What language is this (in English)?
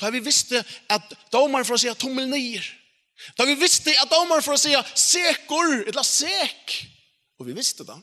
Faroese